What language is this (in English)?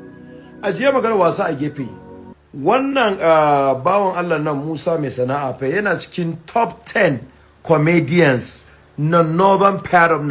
Hausa